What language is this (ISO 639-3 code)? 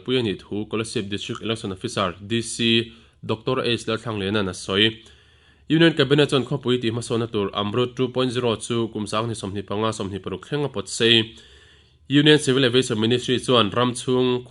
lus